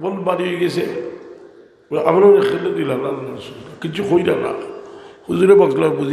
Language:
Sylheti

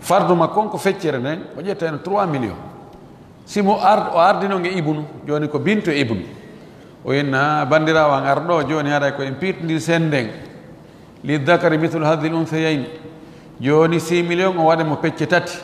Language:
Fula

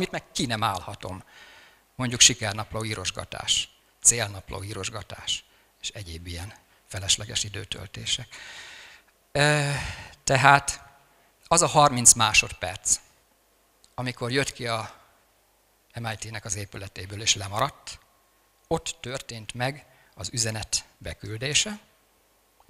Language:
Hungarian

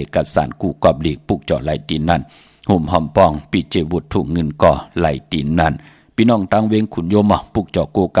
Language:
Shan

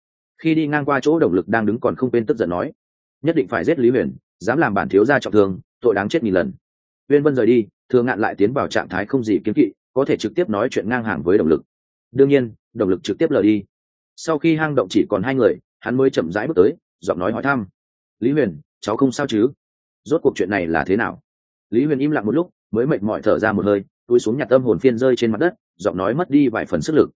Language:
Vietnamese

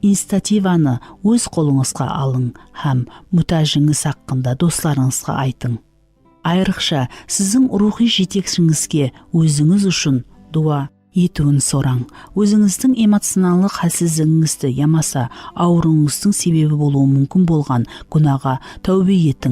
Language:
Kara-Kalpak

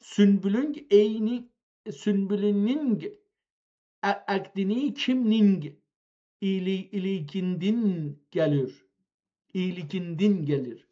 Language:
South Azerbaijani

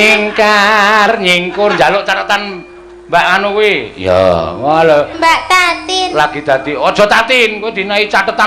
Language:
Javanese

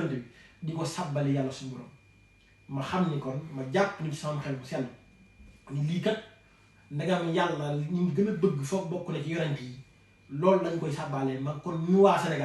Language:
Wolof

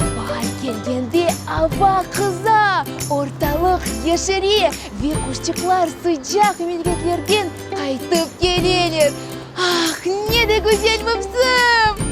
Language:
Crimean Tatar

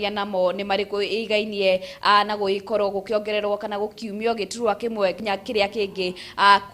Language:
Kikuyu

